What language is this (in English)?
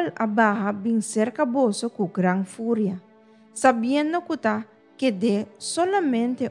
Papiamento